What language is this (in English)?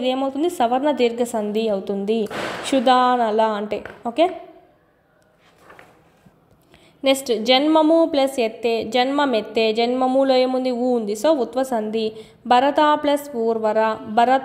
Telugu